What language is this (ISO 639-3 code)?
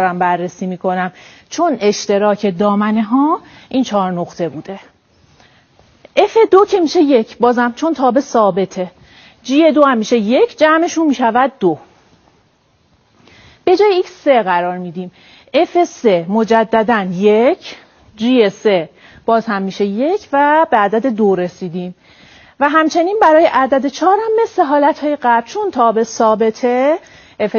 fas